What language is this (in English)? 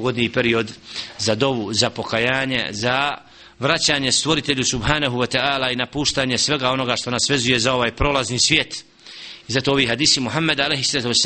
Bosnian